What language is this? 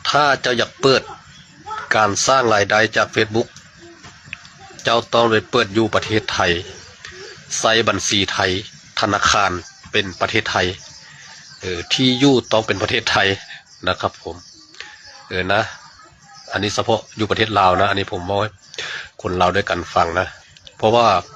Lao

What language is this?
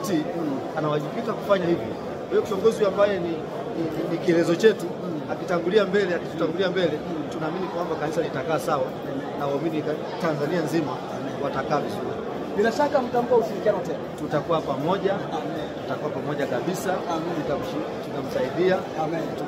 Swahili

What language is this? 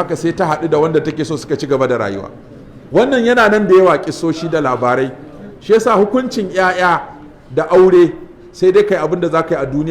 Hausa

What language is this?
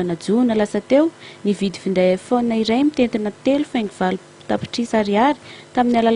Malagasy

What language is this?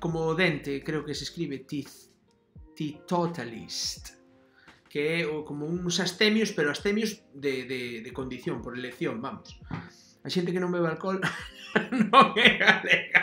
Galician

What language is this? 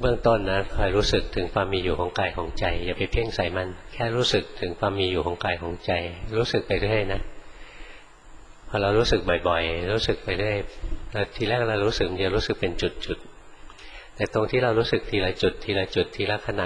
Thai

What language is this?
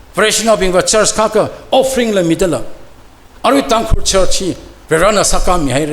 Tangkhul Naga (India)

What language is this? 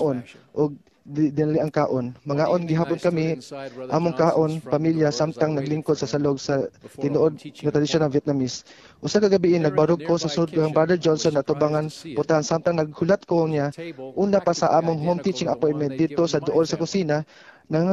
Cebuano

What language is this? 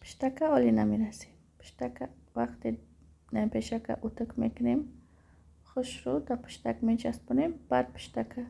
Tajik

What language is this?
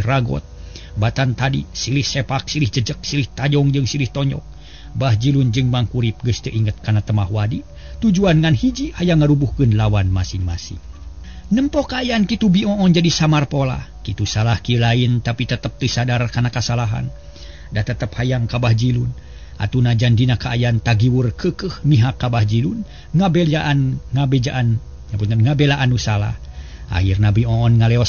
Sundanese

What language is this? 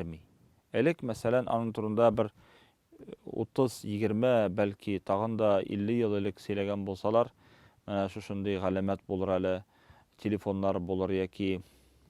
Tatar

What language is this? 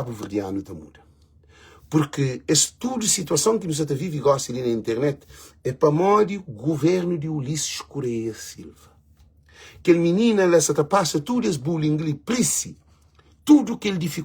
Kabuverdianu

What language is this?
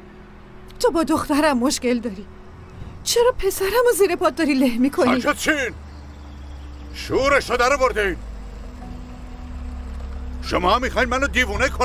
Persian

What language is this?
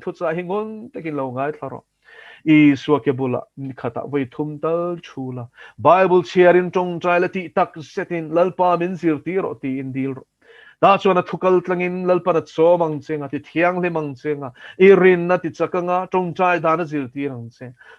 Mizo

